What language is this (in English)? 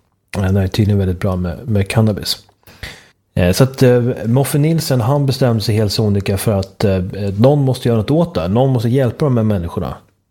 Swedish